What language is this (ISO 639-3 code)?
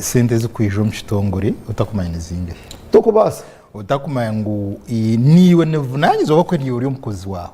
nyn